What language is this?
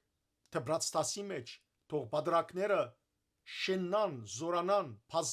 Western Armenian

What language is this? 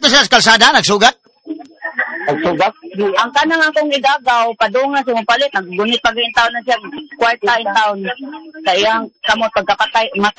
Cebuano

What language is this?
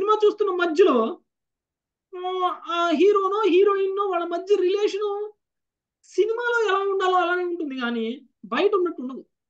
Telugu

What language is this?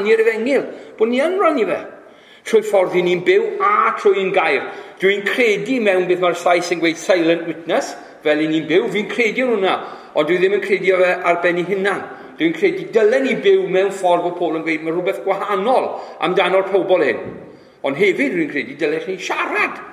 Welsh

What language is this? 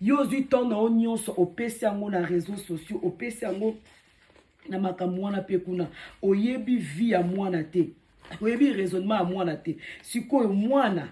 Lingala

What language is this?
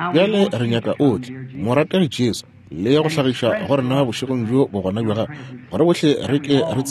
Northern Sotho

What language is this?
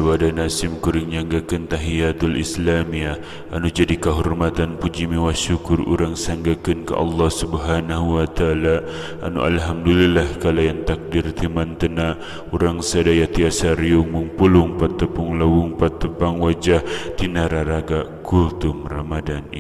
Sundanese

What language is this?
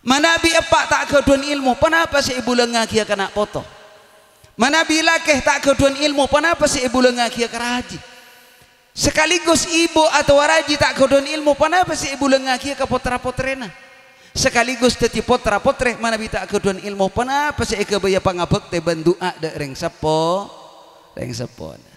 Madurese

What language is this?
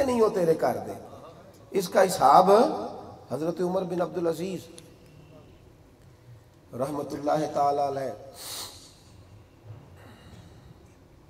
Urdu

